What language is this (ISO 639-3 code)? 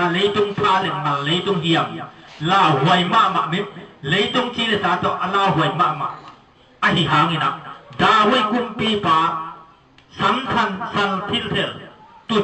ctd